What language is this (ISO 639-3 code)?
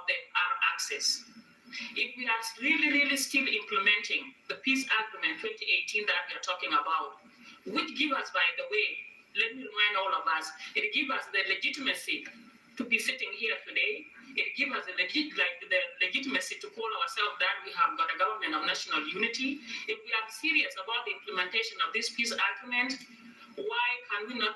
nus